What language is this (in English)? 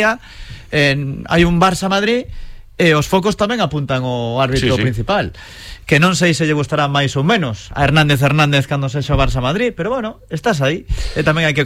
Galician